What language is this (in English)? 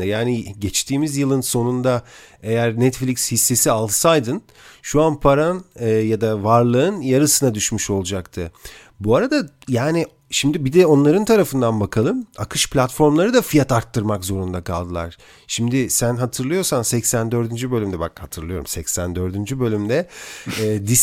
Turkish